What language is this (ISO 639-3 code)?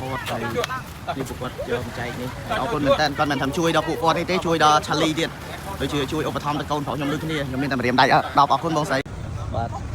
khm